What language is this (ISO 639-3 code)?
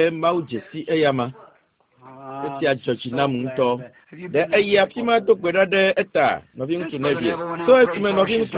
ewe